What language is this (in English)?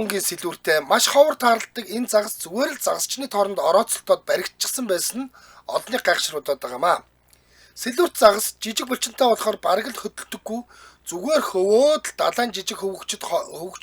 Mongolian